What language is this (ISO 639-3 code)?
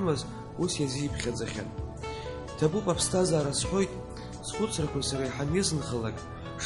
abk